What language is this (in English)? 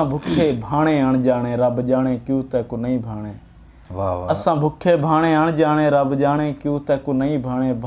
Saraiki